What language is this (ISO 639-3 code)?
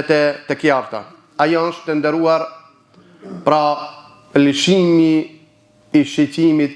sqi